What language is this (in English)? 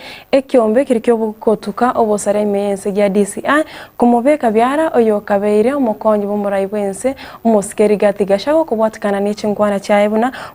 Gusii